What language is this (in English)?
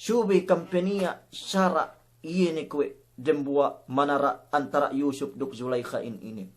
Yakan